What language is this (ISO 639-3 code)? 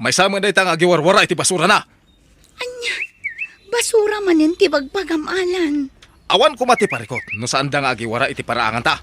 ilo